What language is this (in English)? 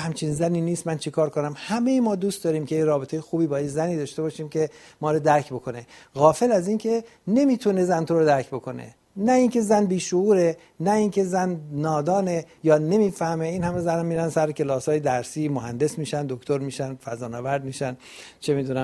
Persian